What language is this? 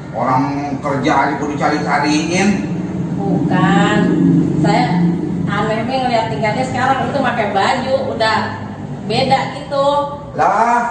Betawi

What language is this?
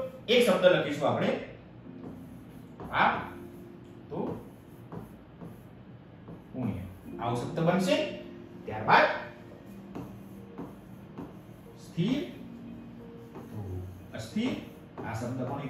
Gujarati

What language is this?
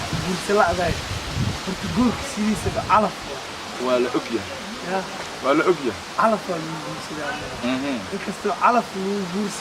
Somali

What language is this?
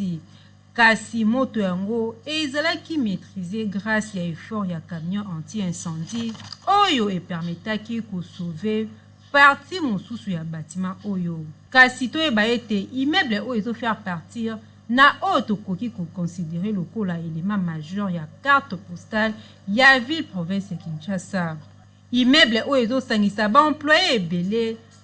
Lingala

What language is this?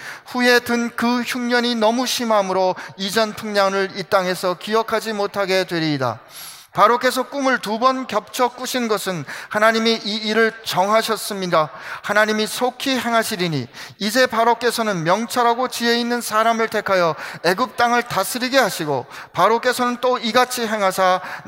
Korean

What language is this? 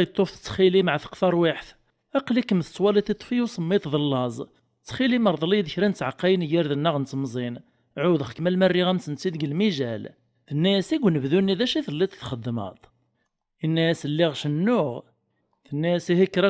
Kabyle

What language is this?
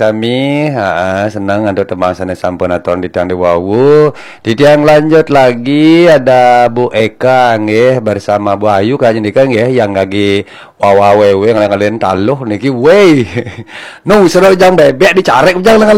Balinese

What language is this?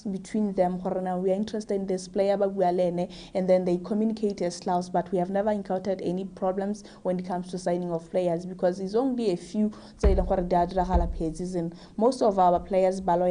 Tswana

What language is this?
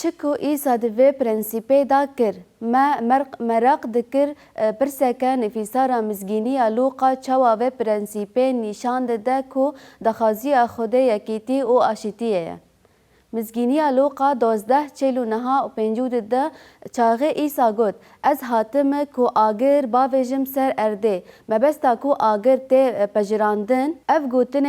Kurdish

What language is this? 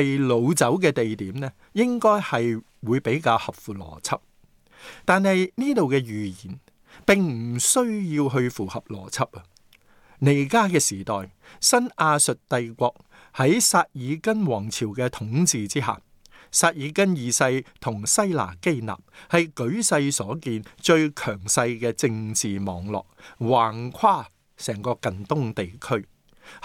Cantonese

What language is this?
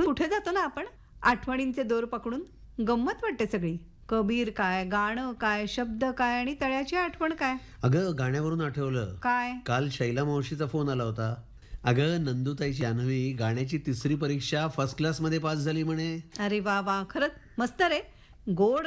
Marathi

